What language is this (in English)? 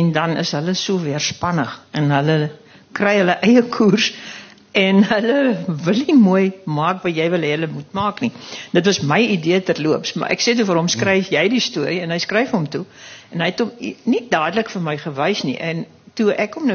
Afrikaans